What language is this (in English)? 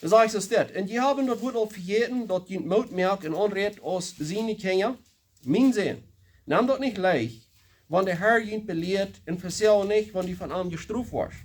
Plautdietsch